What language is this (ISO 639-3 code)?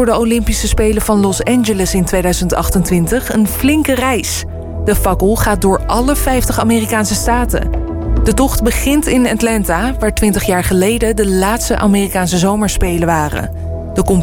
nld